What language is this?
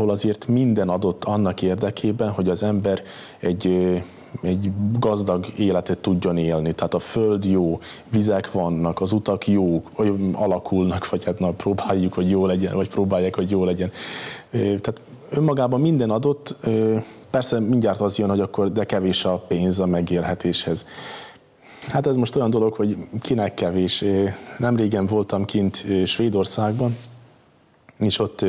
Hungarian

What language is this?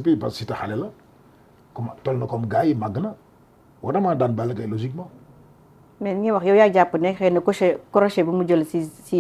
Wolof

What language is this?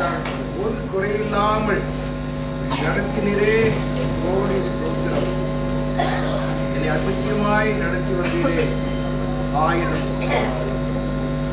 Tamil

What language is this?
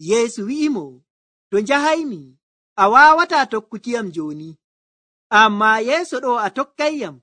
Nigerian Fulfulde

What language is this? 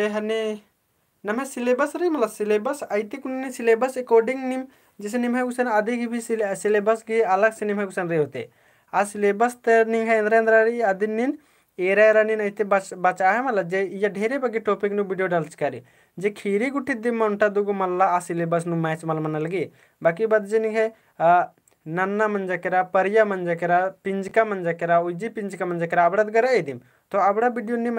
Kurukh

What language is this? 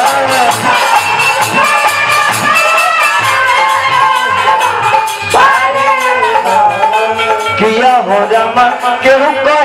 Bhojpuri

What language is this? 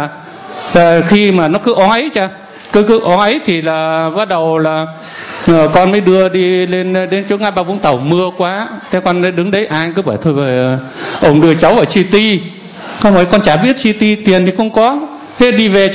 Vietnamese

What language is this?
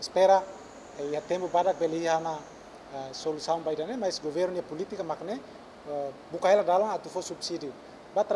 Tetum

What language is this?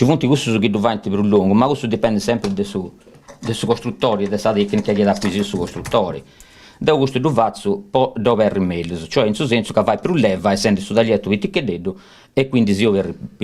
Sardinian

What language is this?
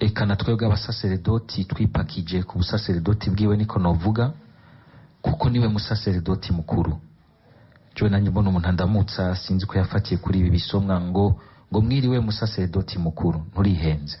Rundi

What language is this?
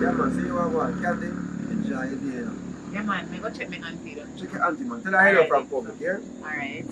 Jamaican Creole English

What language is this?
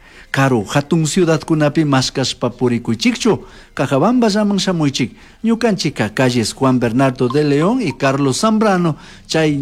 Chimborazo Highland Quichua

